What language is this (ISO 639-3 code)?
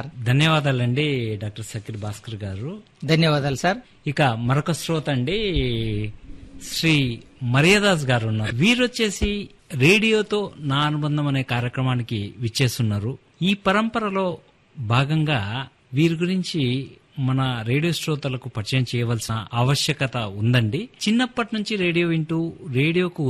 tel